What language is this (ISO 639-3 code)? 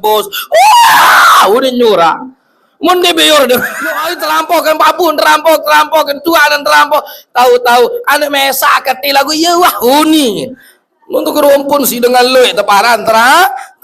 sas